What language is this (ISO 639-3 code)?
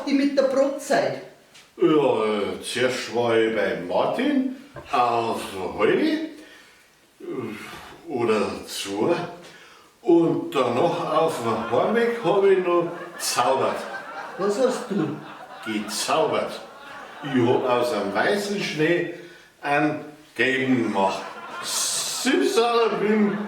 bar